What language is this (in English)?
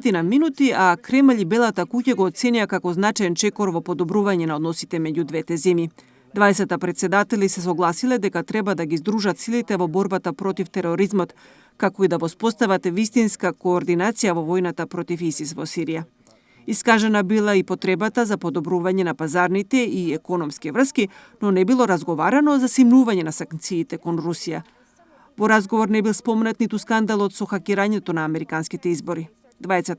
Macedonian